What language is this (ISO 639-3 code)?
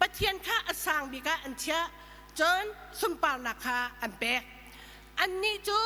cnh